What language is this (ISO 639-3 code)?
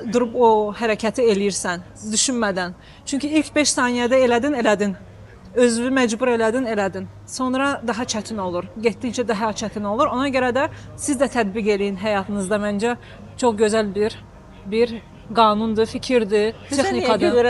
aze